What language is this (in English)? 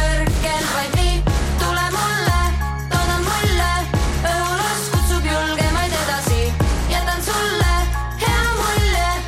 Estonian